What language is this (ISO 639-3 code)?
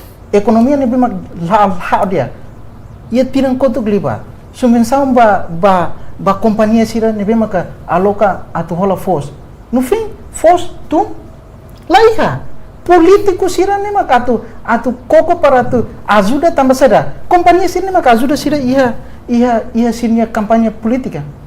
tet